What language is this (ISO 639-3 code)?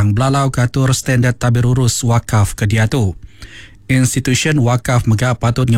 iba